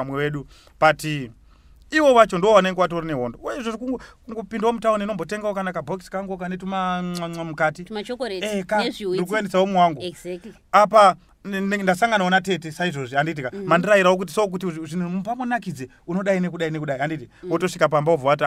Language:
Shona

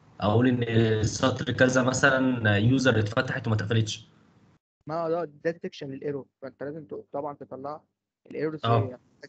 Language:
Egyptian Arabic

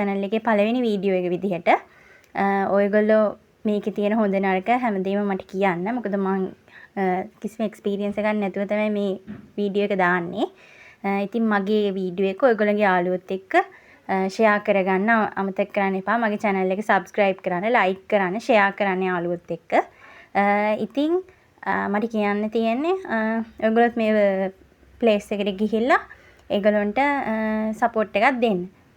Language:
Sinhala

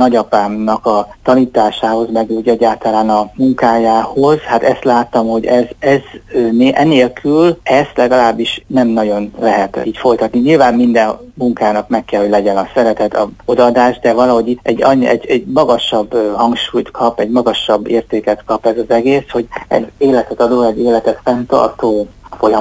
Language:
Hungarian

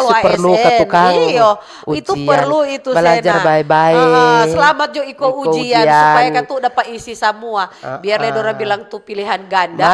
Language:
Manado Malay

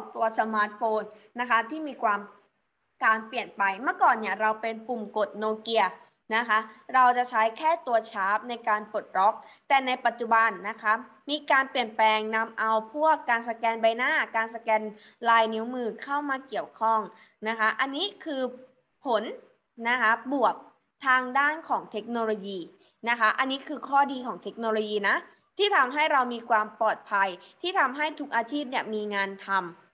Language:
Thai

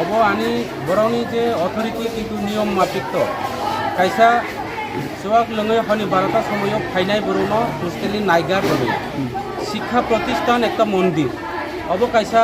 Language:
Kok Borok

